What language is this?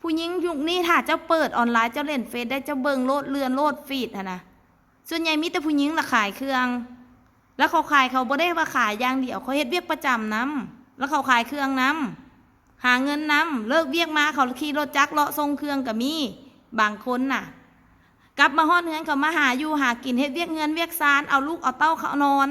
Lao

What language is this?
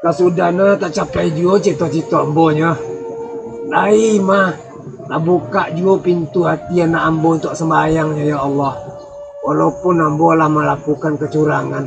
Minangkabau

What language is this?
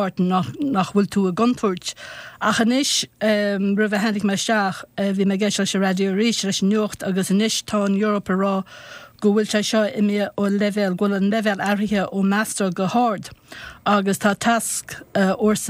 Irish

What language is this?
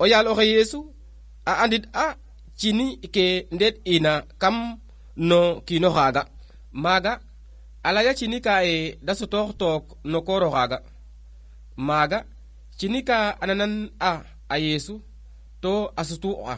Serer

